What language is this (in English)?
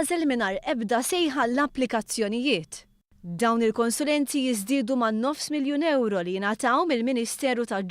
Maltese